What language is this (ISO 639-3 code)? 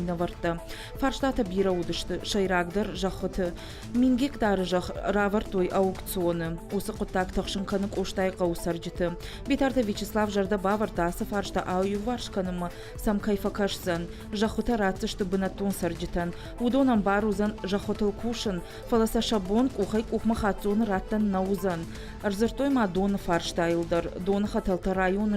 oss